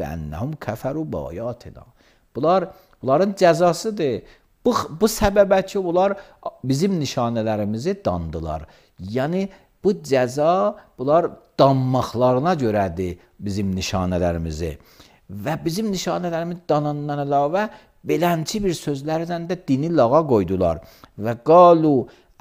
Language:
Azerbaijani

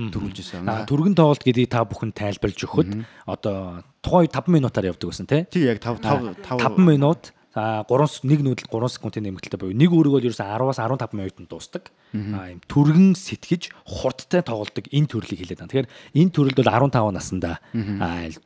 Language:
Mongolian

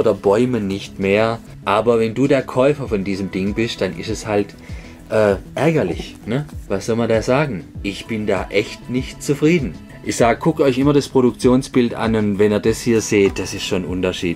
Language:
German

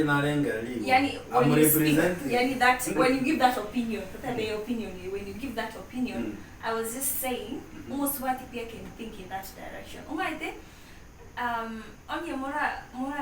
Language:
Gusii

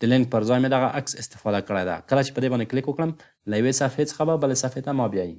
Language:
Pashto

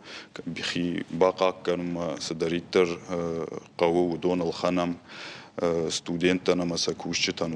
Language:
Ossetic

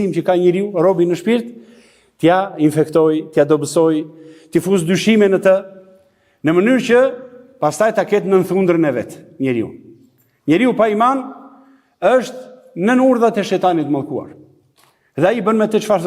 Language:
Albanian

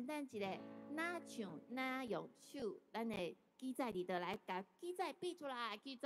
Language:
Min Nan Chinese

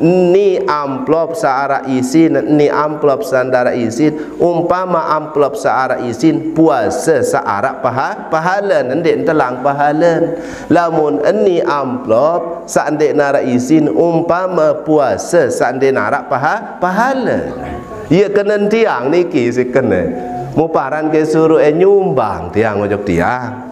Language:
Sasak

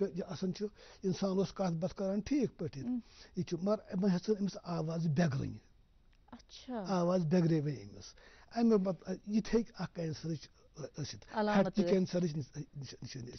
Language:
Kashmiri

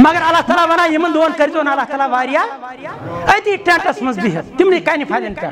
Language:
Kashmiri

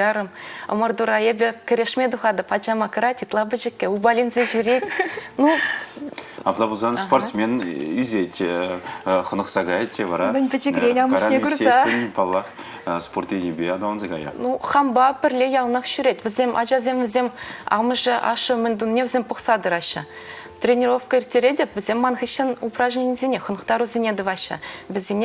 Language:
Chuvash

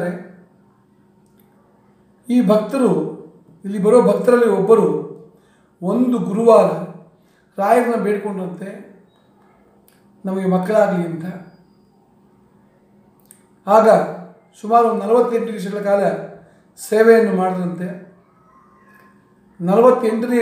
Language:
Kannada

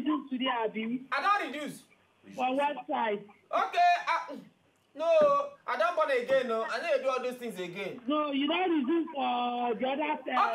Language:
Nigerian Pidgin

